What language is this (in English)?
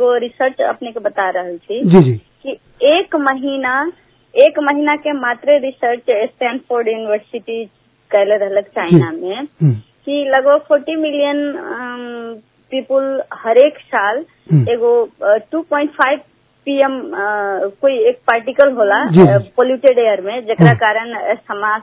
Bhojpuri